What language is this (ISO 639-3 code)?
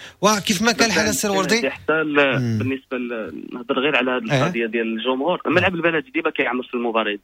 ary